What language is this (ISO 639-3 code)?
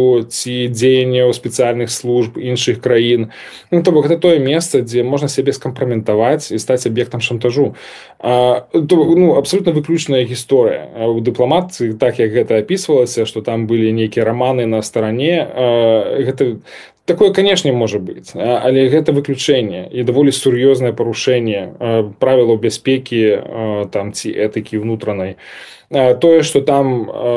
bel